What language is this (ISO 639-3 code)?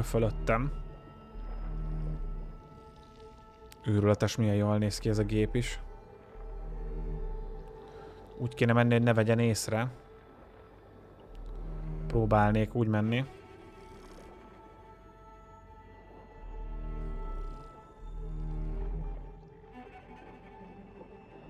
hun